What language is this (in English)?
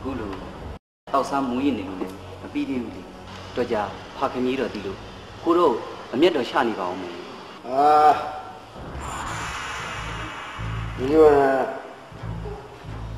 Burmese